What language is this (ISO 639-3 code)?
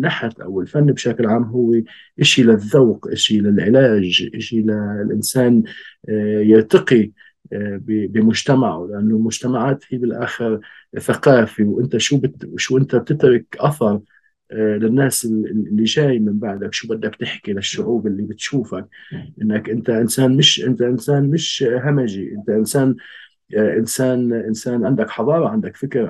apc